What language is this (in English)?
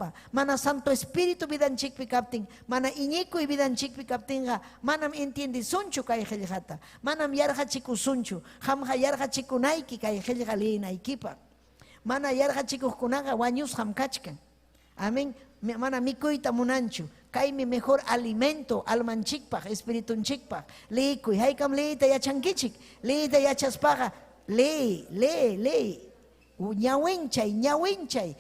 Ayacucho Quechua